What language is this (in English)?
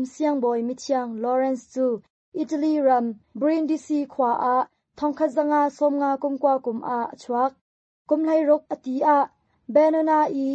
Hakha Chin